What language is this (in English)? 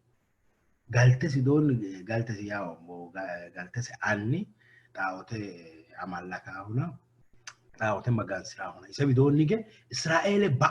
Sidamo